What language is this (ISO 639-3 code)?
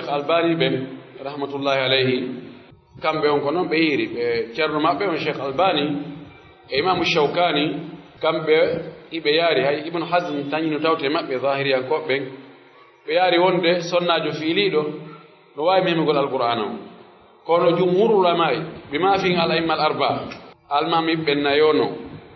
fuf